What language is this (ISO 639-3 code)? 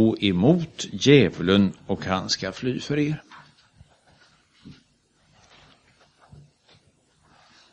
swe